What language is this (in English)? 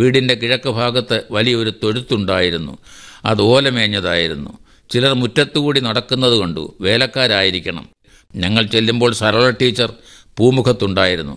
Malayalam